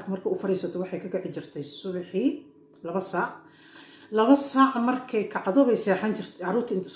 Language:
Somali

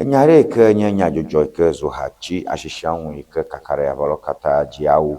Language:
Ewe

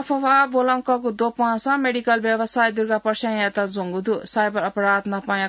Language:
Newari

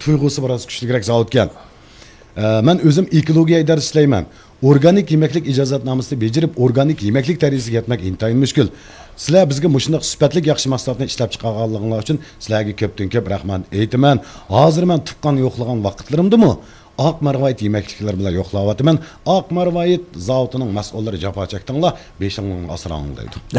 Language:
Uyghur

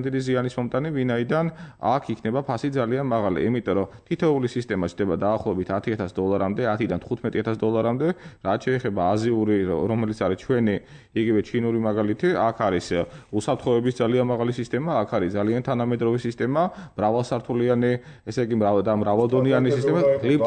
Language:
Georgian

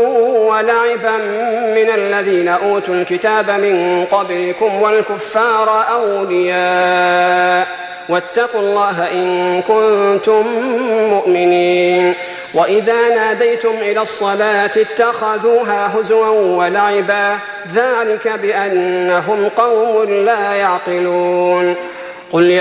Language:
Arabic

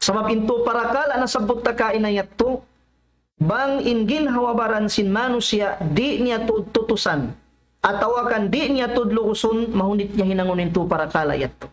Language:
Tausug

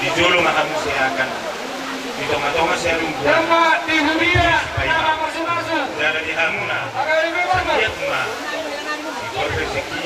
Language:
Batak Toba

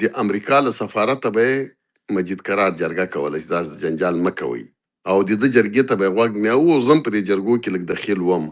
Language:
Pashto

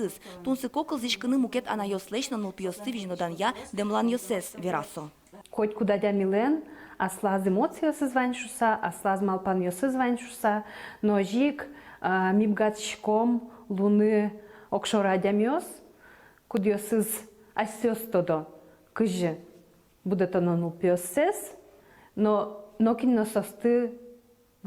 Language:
Udmurt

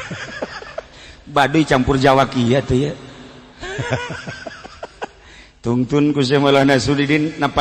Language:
Sundanese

